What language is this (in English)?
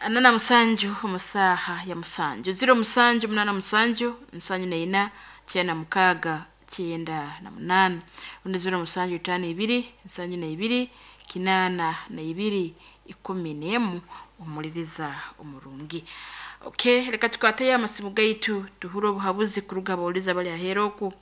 Nyankole